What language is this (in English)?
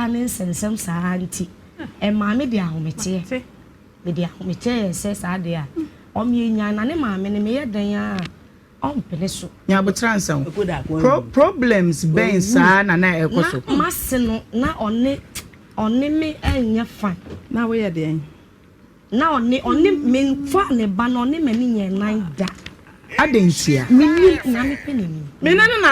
Akan